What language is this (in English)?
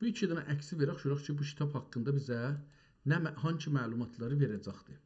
South Azerbaijani